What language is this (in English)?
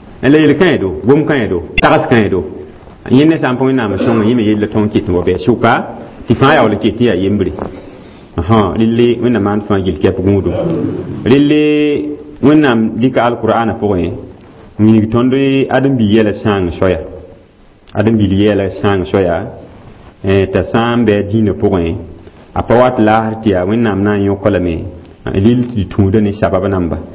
Mossi